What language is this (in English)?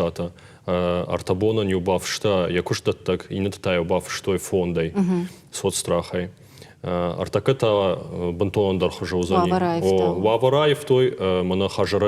Ossetic